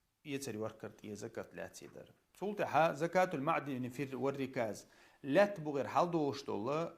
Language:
Chechen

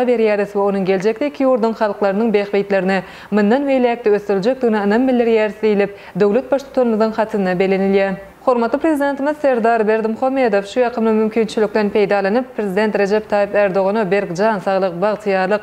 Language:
Turkmen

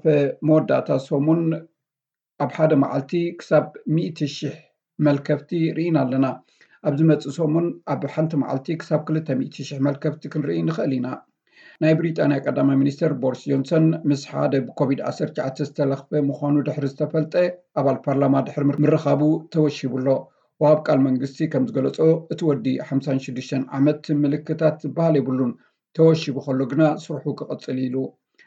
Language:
Tigrinya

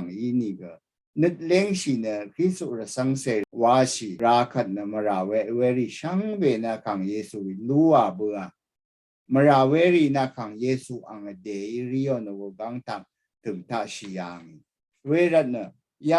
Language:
Rawang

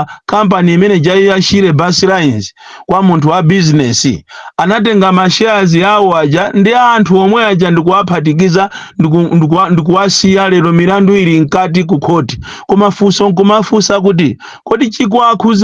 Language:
Nyanja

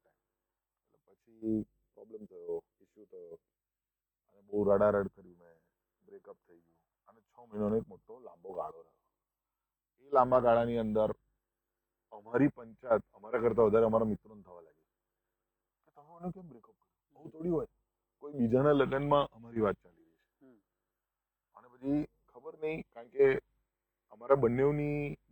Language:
Gujarati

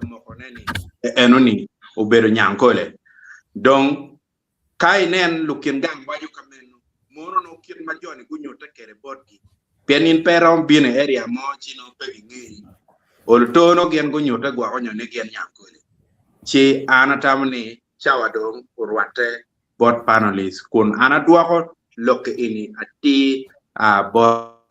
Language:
Acoli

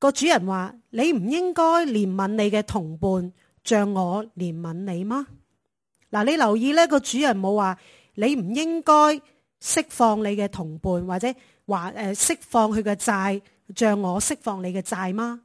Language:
Cantonese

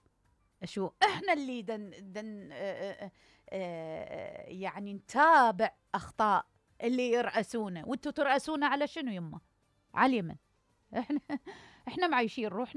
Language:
Mesopotamian Arabic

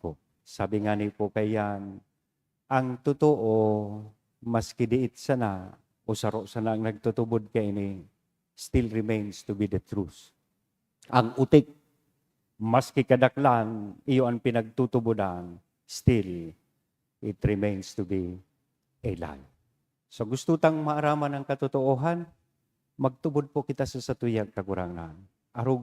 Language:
Bikol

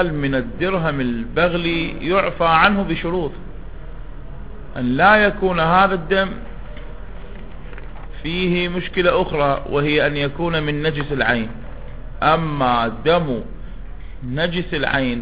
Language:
Arabic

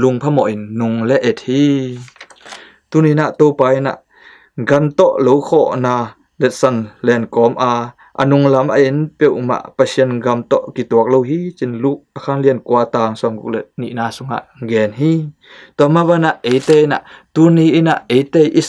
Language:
Tedim Chin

